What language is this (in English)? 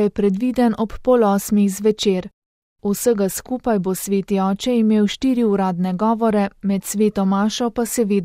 Slovenian